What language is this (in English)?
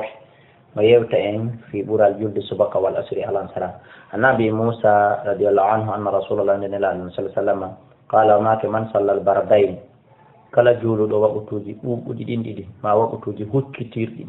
Fula